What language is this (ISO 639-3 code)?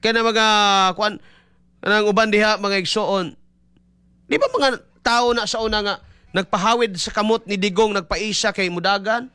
ceb